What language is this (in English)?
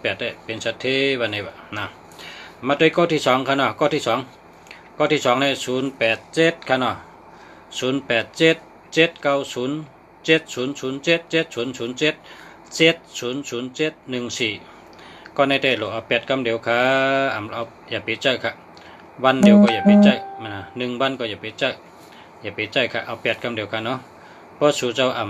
Shan